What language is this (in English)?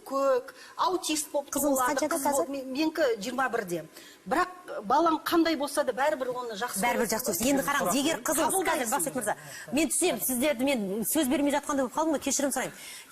Kazakh